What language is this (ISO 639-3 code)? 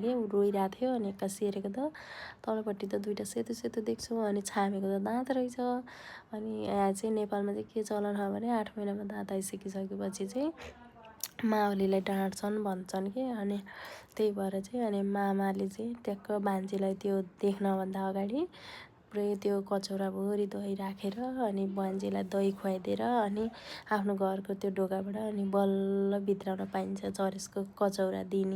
nep